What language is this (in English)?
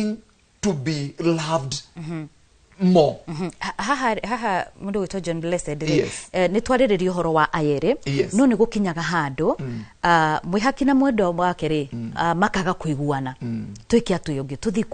Kikuyu